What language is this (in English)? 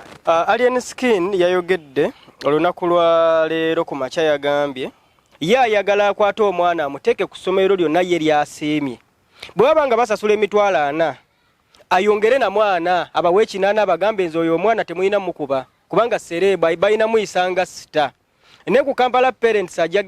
Ganda